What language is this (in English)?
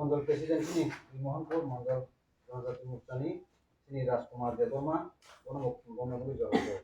Kok Borok